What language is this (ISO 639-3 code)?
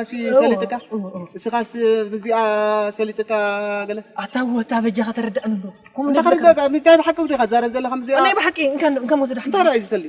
tir